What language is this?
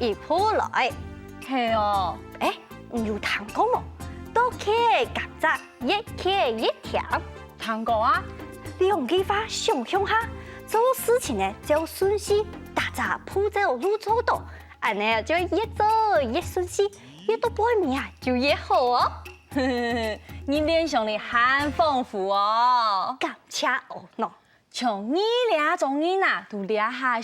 Hakka Chinese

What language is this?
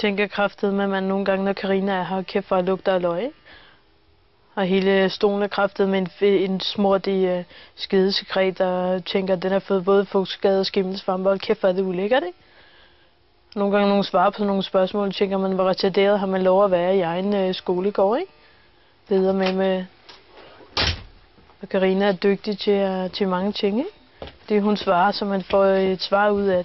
Danish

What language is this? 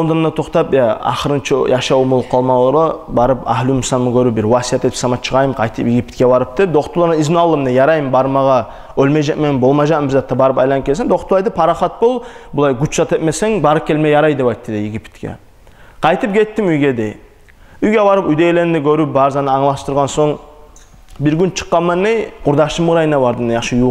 Kumyk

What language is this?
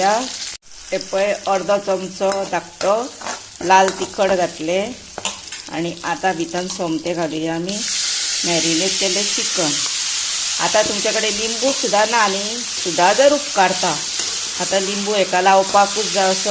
Konkani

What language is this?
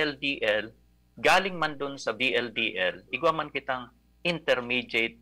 Bikol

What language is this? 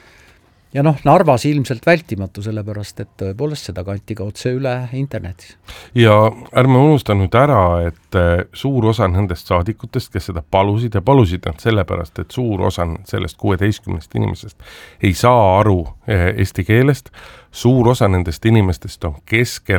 Estonian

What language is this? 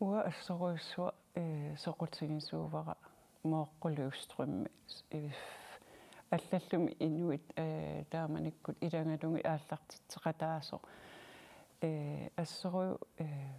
Kalaallisut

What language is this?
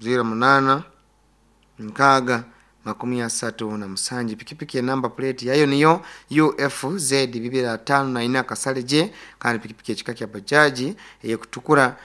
Nyoro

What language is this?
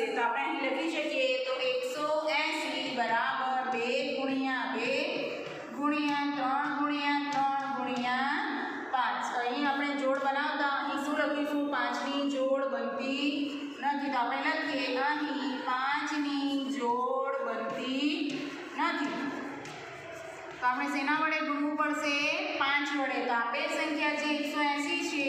Gujarati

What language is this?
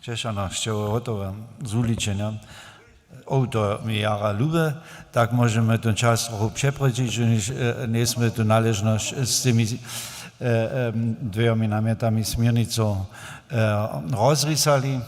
Upper Sorbian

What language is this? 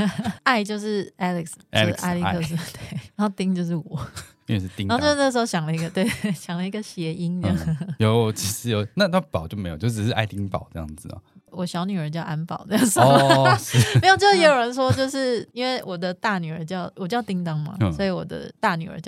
Chinese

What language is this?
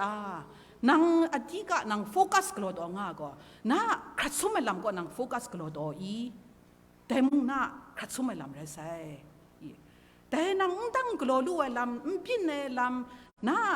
Kachin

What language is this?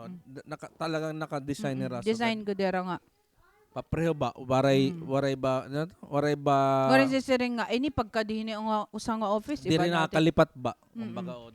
Waray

